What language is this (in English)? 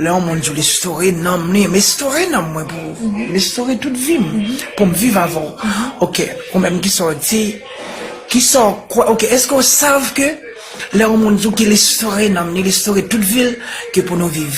Haitian Creole